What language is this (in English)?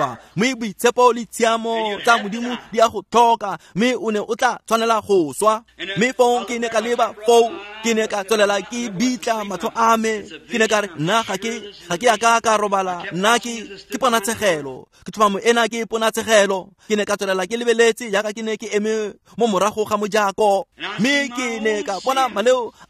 Tswana